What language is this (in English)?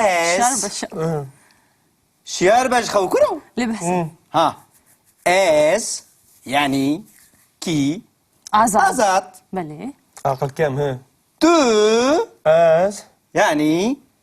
Kurdish